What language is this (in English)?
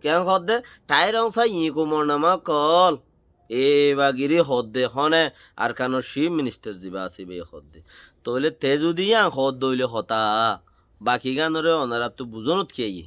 Rohingya